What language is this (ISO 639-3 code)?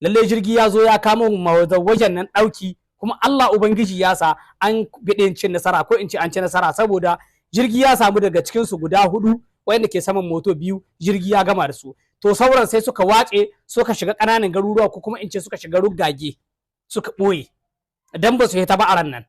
hau